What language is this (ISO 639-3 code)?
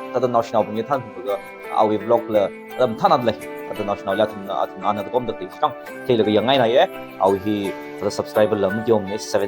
nmf